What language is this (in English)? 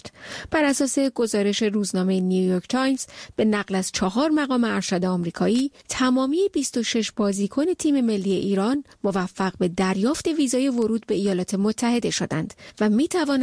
Persian